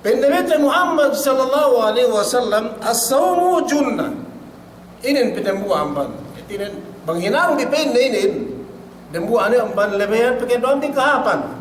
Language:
Yakan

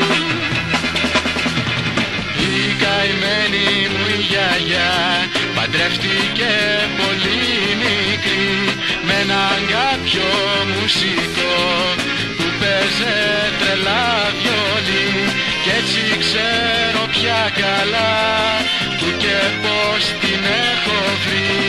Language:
Greek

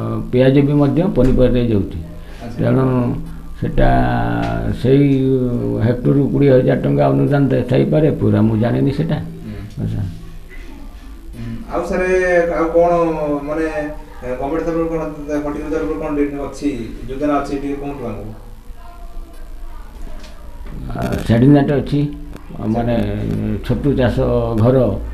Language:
Odia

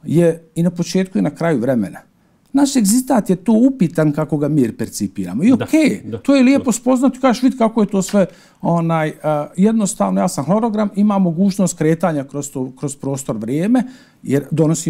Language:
Bosnian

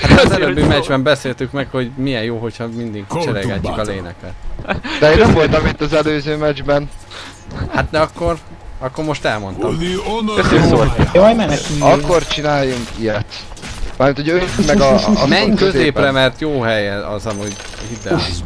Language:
Hungarian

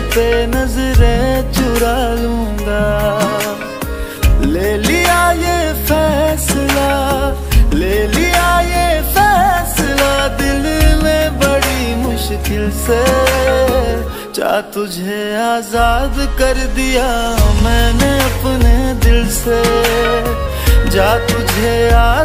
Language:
Hindi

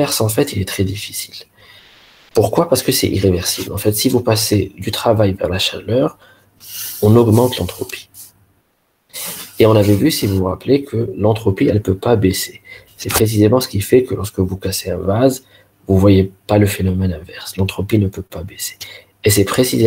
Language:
French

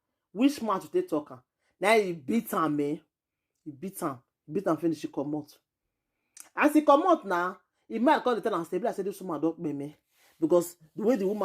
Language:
Nigerian Pidgin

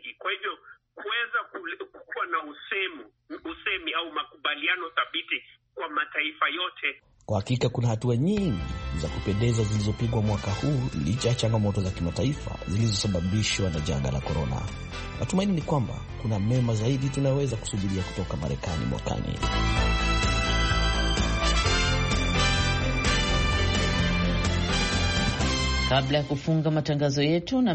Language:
Swahili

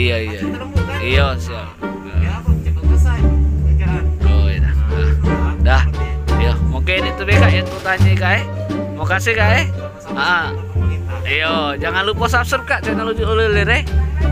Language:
Musi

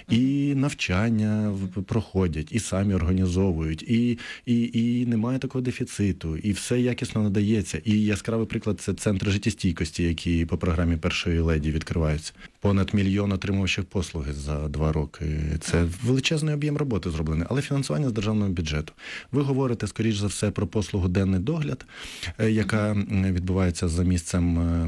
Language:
Ukrainian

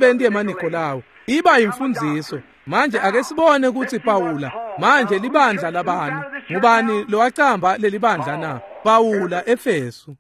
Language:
Swati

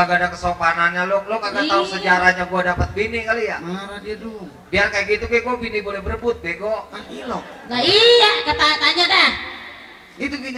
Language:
Betawi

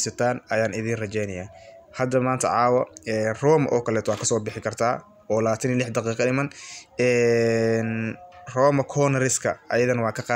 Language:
Somali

